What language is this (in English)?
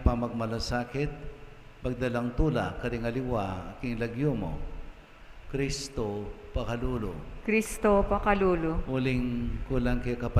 Pampanga